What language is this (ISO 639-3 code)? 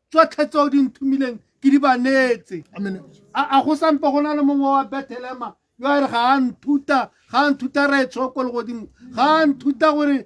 tsn